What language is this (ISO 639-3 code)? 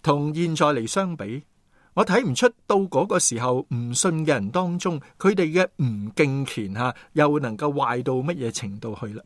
yue